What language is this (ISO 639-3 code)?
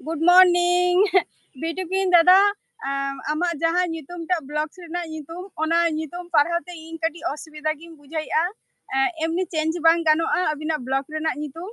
sat